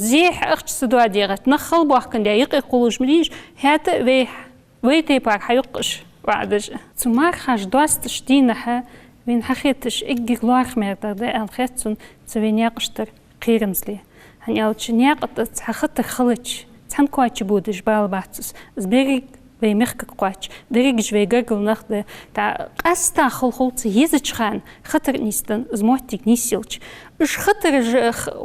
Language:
Ingush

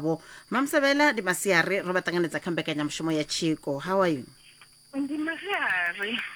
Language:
Venda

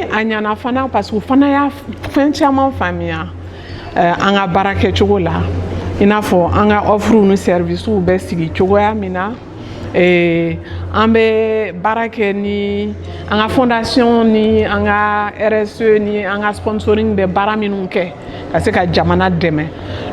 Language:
Bambara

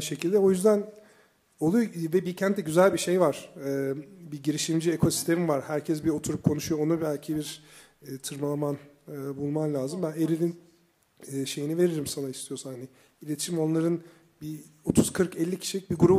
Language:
Turkish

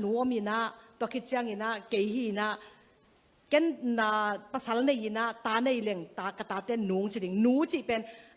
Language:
Tedim Chin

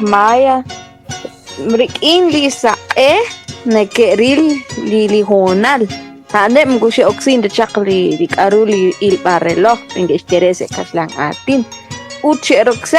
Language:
Kekchí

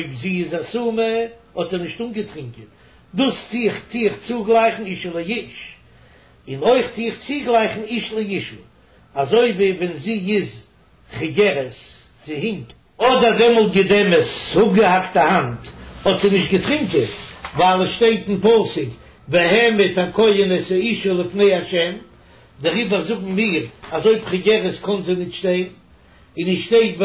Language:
Yiddish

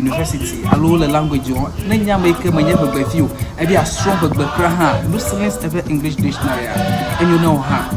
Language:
Ewe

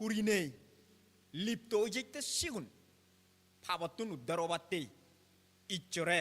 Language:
Chakma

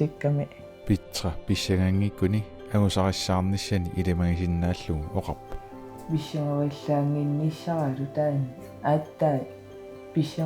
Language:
Kalaallisut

